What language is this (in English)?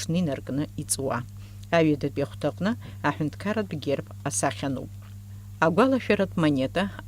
Abkhazian